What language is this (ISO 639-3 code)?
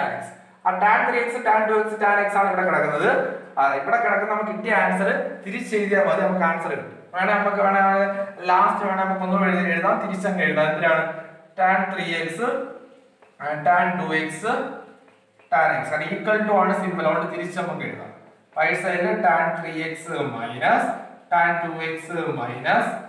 mal